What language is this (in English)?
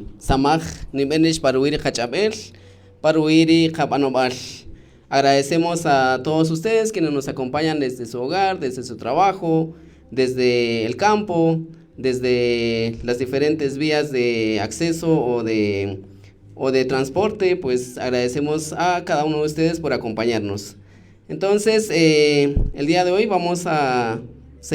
Kaqchikel